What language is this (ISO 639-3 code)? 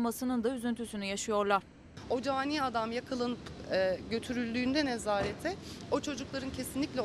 tur